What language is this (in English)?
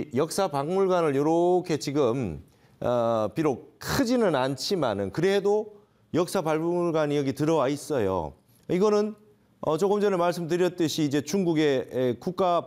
Korean